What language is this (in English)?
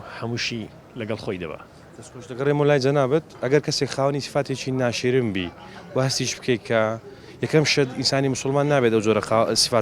Central Kurdish